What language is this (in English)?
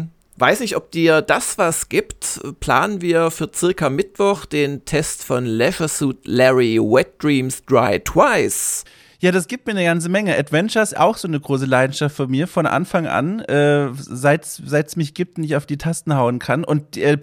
German